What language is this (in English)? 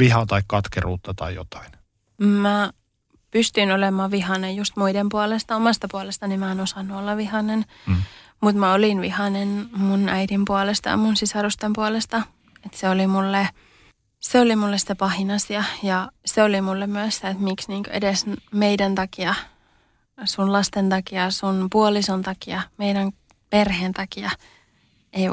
Finnish